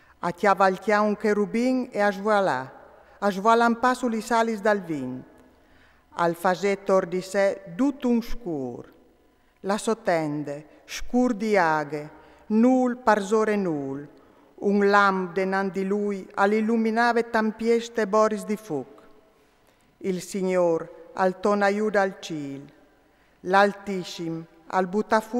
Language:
Friulian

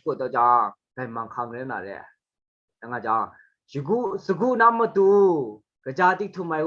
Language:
Kachin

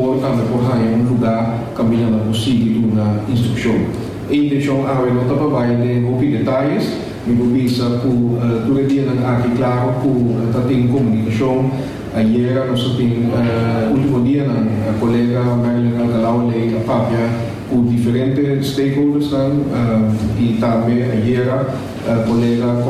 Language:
Papiamento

